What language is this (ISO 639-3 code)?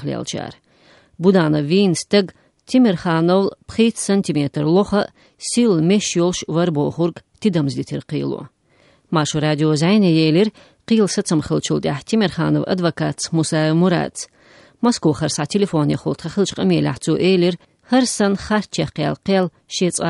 che